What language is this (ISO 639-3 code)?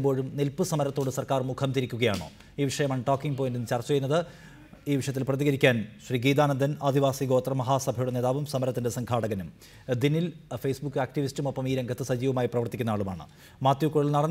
mal